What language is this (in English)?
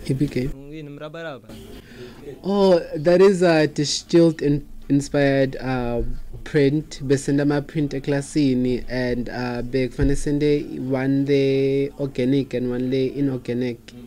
Swati